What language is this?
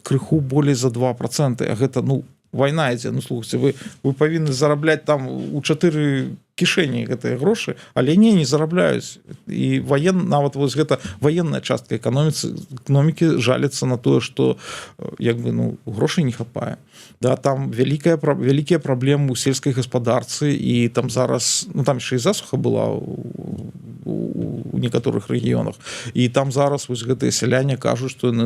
Belarusian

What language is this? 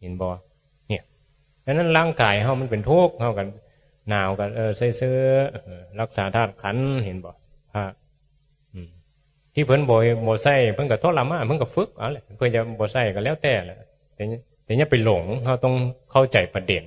Northeastern Thai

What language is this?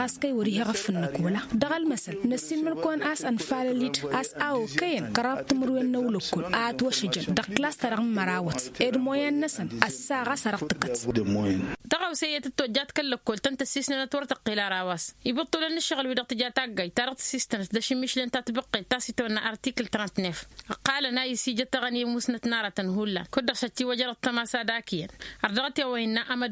Tamasheq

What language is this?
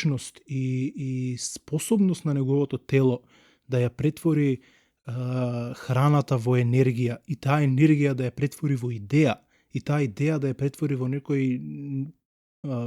Macedonian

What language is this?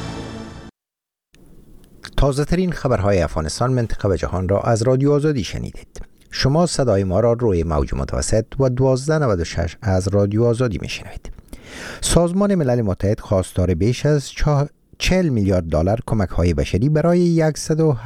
Persian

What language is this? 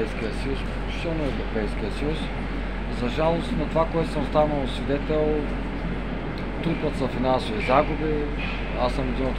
Bulgarian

